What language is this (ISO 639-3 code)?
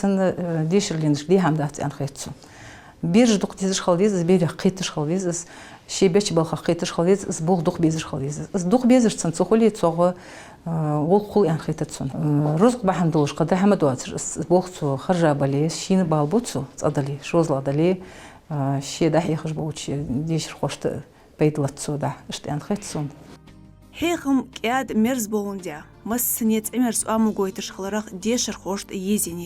inh